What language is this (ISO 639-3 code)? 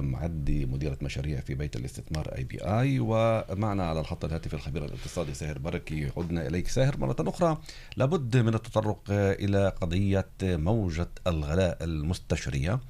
apc